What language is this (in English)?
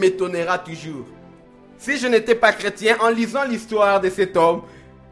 French